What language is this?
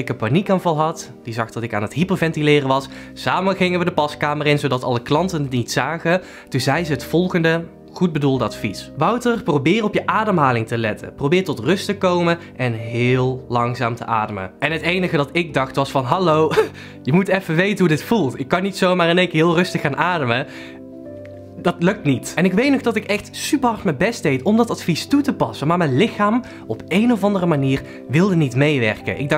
Dutch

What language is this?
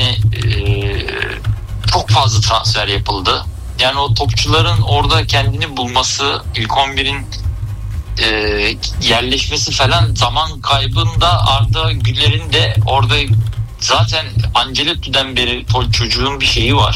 Turkish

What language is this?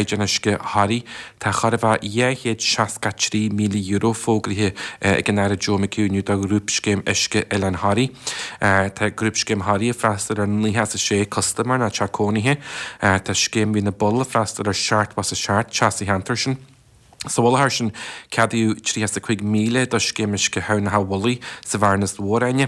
Irish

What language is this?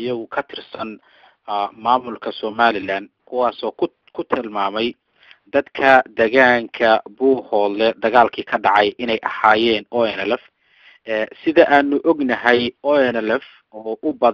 Somali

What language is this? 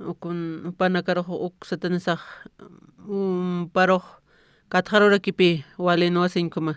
Aymara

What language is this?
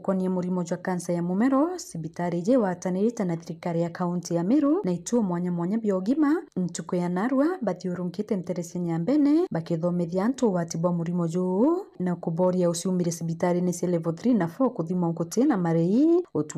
Meru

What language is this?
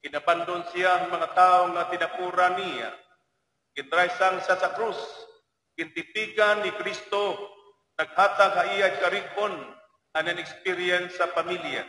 Waray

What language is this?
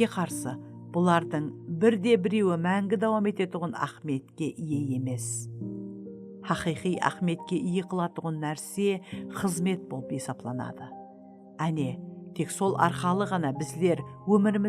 Kara-Kalpak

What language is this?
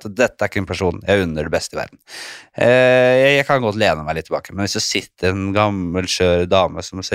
Norwegian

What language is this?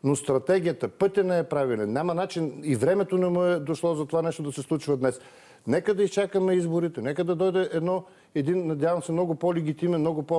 Bulgarian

